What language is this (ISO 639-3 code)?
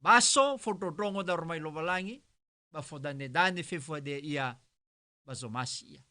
nia